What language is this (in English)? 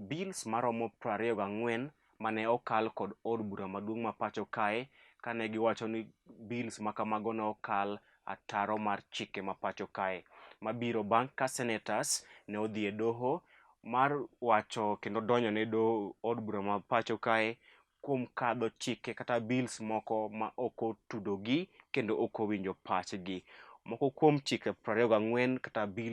Luo (Kenya and Tanzania)